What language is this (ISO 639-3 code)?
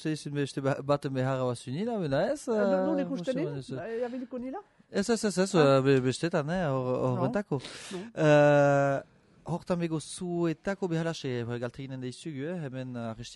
eus